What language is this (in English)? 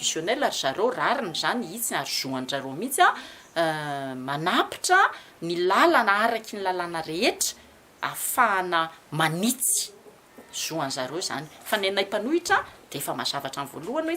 Malagasy